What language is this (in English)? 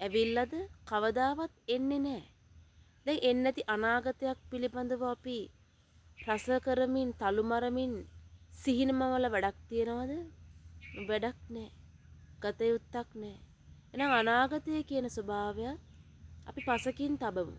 Sinhala